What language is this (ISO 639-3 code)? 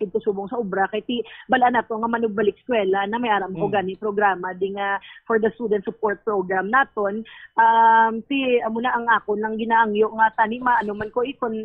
hil